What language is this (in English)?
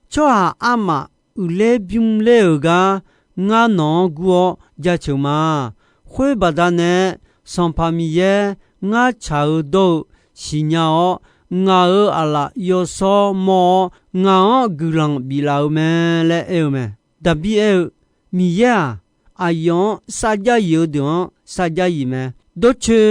Akha